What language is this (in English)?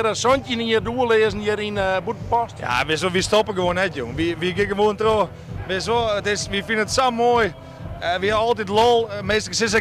Western Frisian